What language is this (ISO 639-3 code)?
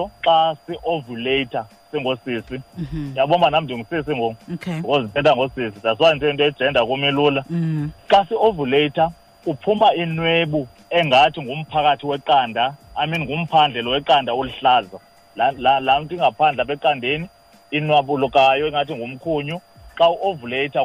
xho